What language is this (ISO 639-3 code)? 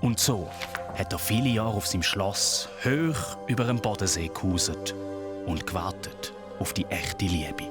gsw